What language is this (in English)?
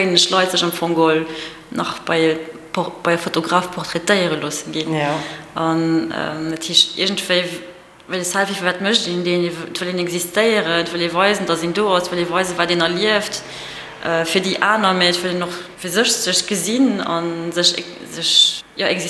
Luxembourgish